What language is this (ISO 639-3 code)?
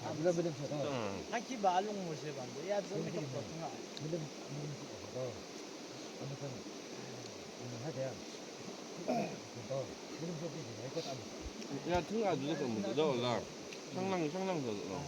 yim